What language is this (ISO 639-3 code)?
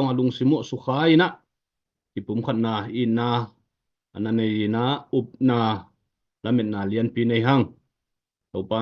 ctd